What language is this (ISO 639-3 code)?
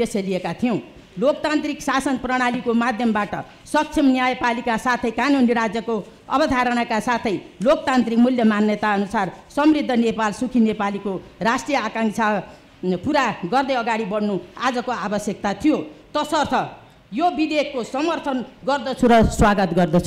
nep